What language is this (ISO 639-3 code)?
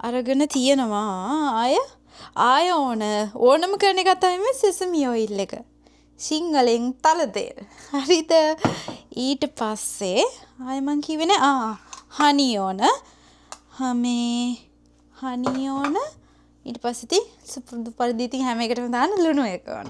sin